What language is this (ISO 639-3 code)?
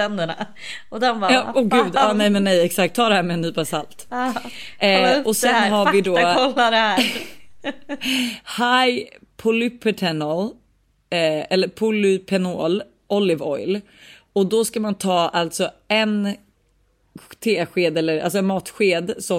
swe